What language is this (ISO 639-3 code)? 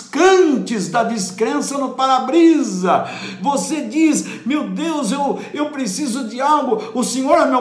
por